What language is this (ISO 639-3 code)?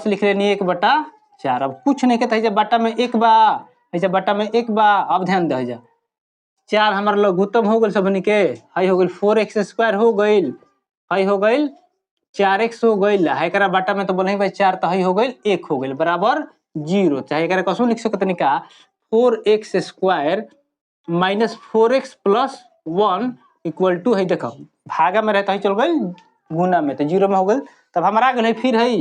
bho